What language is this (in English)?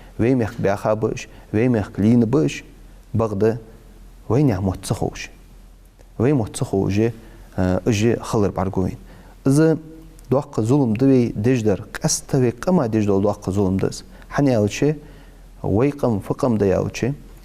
Ingush